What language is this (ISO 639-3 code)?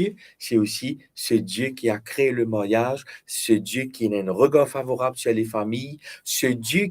mfe